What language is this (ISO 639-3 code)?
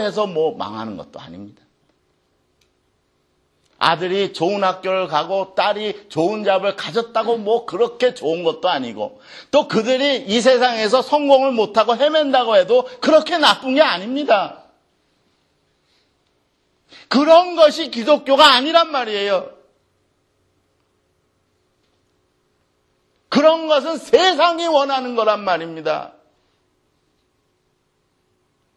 kor